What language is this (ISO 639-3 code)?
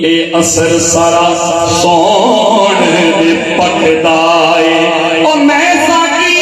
skr